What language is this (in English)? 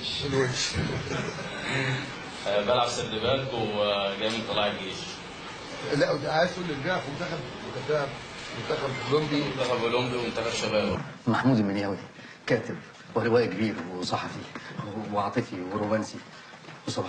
Egyptian Arabic